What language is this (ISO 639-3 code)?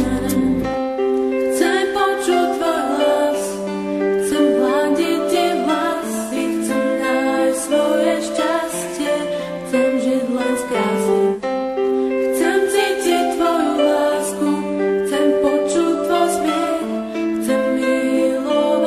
slk